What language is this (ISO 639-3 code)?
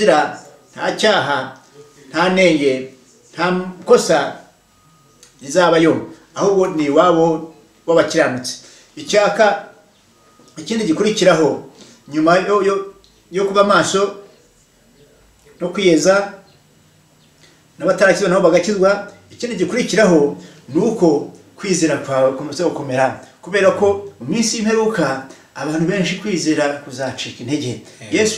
kin